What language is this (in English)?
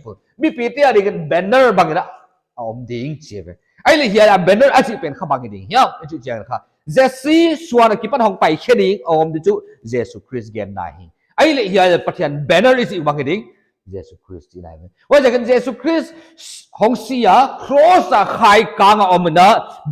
Paite Chin